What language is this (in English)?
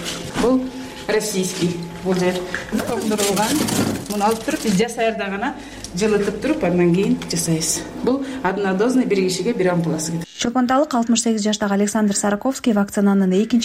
Kyrgyz